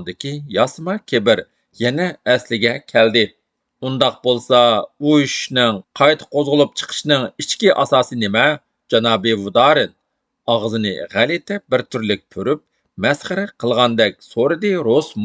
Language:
Uyghur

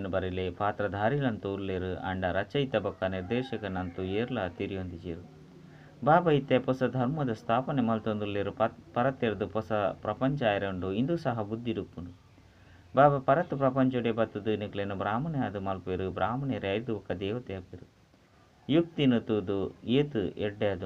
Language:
Tulu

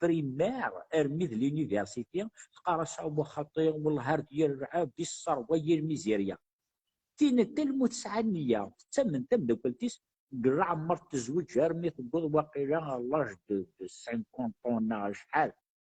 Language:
Kabyle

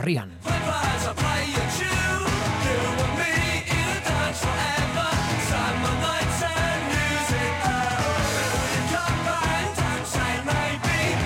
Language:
Basque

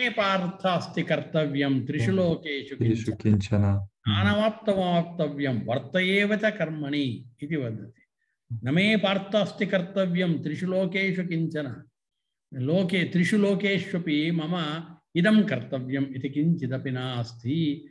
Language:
Sanskrit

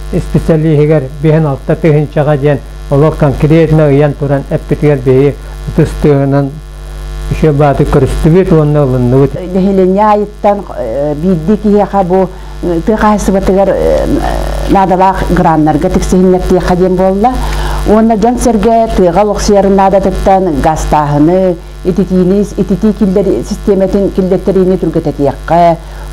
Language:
Yakut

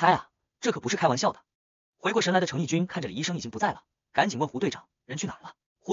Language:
Chinese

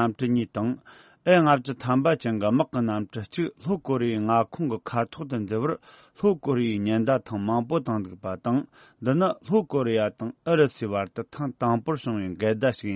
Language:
Tibetan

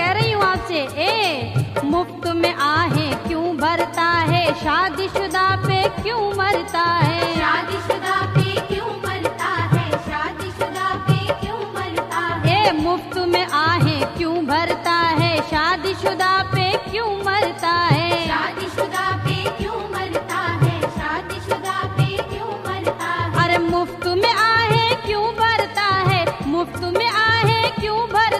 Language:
Hindi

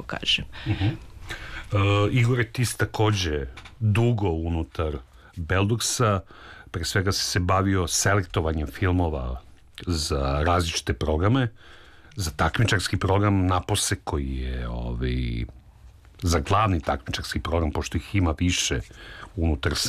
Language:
Serbian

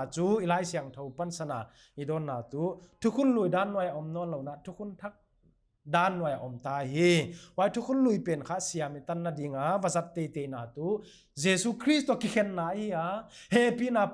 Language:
Paite Chin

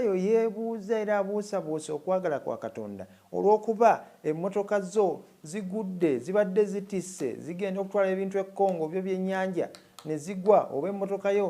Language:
Ganda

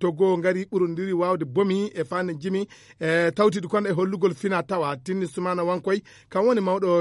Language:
Fula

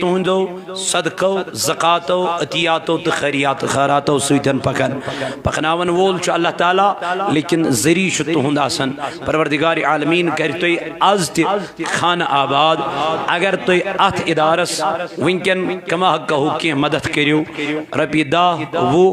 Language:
Kashmiri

